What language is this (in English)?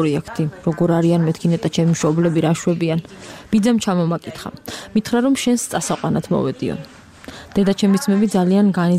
Georgian